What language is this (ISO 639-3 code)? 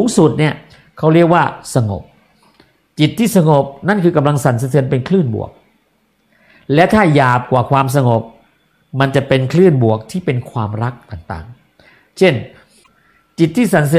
tha